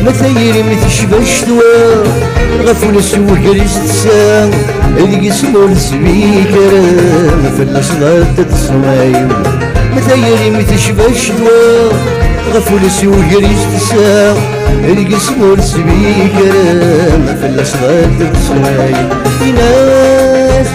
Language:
Kabyle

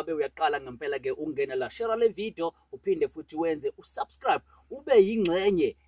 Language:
Zulu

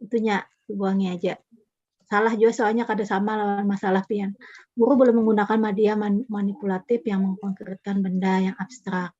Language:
Banjar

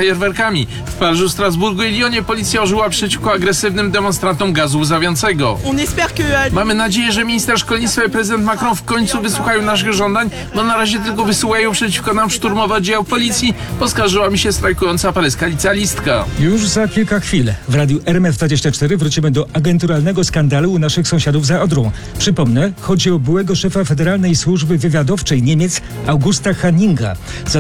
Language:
Polish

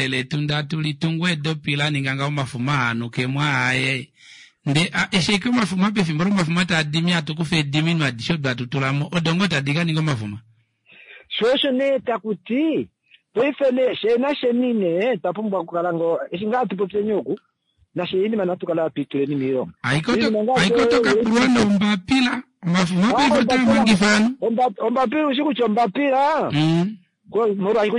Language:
Kuanyama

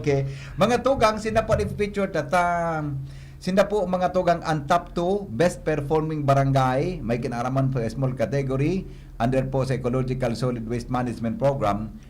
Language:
Bikol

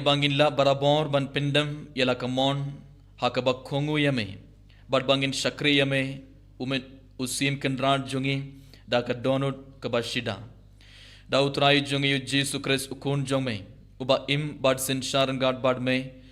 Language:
Khasi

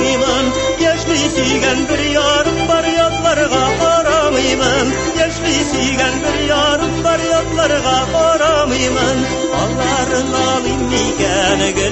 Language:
Tatar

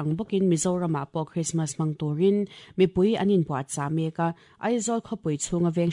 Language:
Mizo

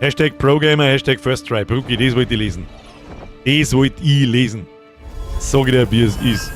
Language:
Bavarian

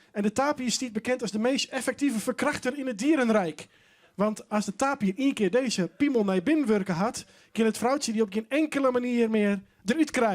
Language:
Western Frisian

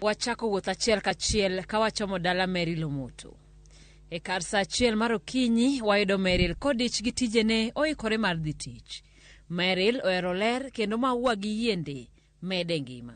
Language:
Luo (Kenya and Tanzania)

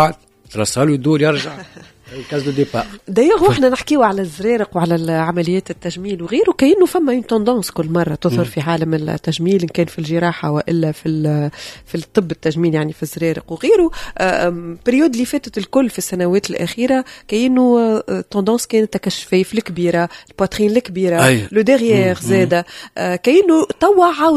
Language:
Tunisian Arabic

